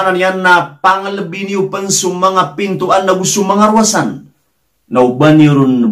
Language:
Maranao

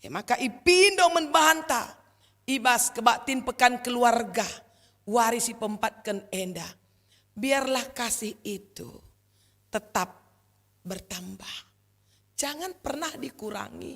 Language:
Batak Karo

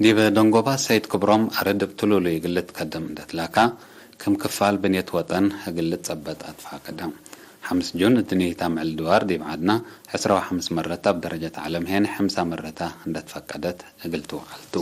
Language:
Tigre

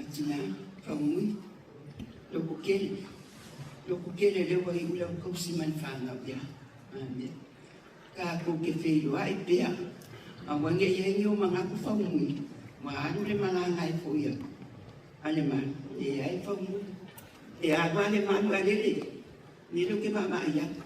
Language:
Samoan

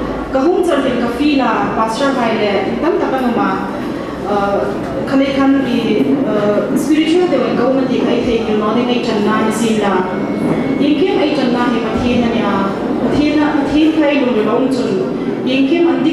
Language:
Hmar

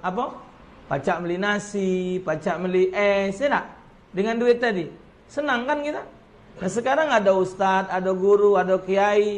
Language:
Musi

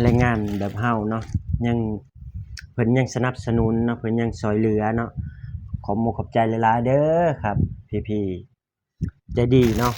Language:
Lao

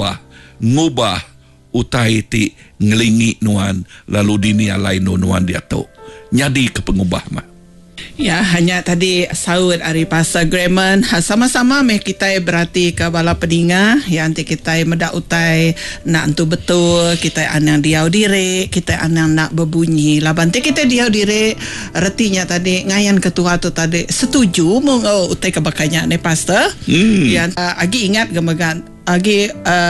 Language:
Iban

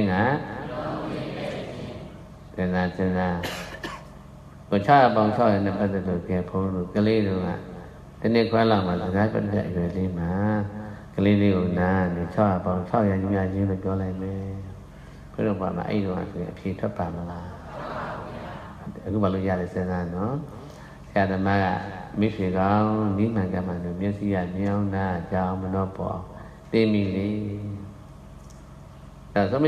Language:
Burmese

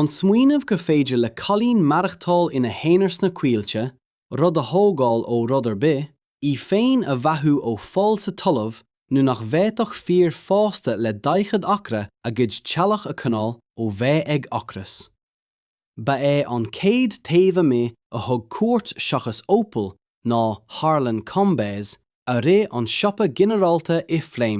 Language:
Irish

